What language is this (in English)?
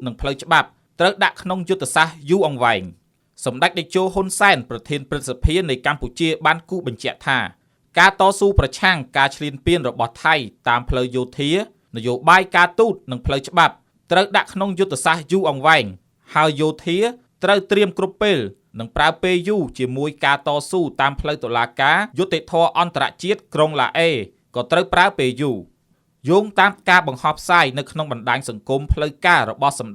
Khmer